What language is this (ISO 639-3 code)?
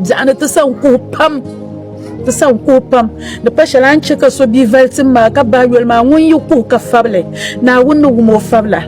dag